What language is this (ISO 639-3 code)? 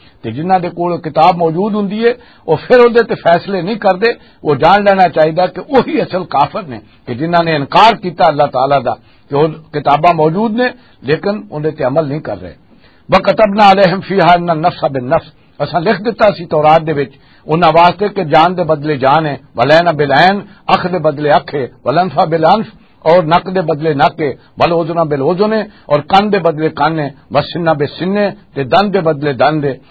lah